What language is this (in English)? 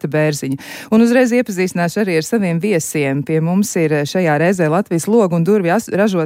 Latvian